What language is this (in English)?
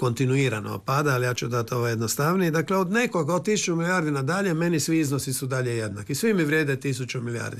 Croatian